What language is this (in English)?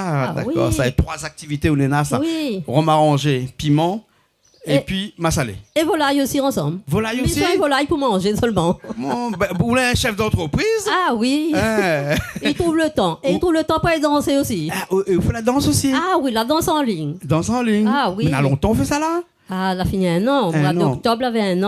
Réunion Creole French